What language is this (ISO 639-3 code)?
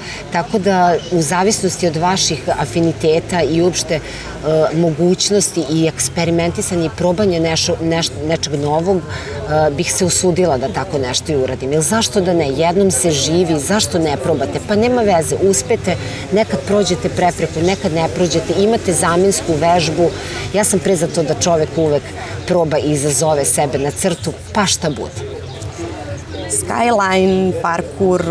srp